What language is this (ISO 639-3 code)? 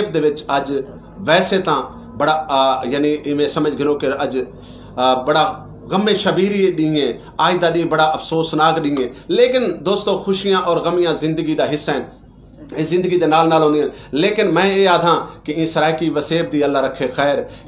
skr